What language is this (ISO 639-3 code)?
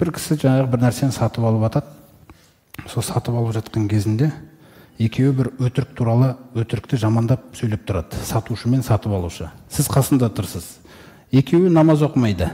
kaz